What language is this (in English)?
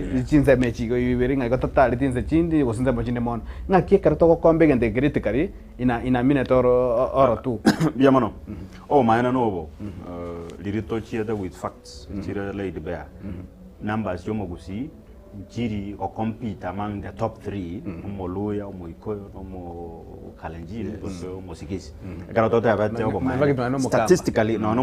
Gusii